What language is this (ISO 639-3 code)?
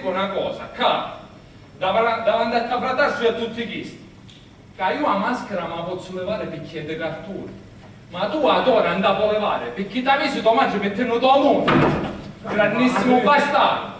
scn